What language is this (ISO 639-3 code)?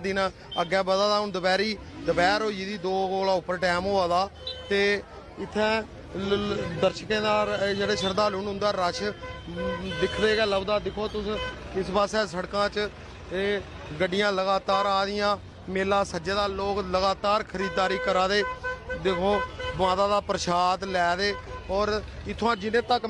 doi